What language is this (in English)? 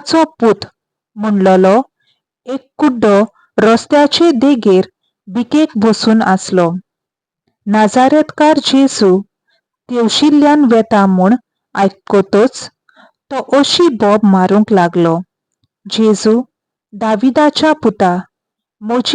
Konkani